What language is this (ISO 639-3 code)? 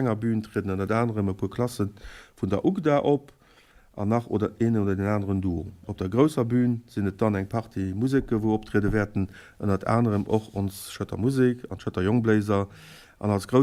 ltz